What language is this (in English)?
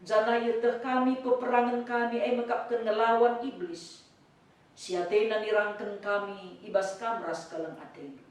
Batak Karo